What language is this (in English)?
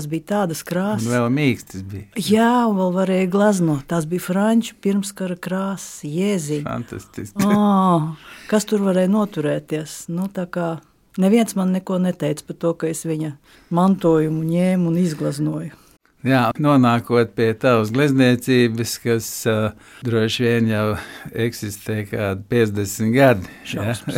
Latvian